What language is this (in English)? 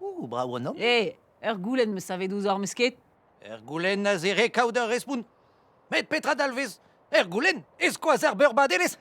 Breton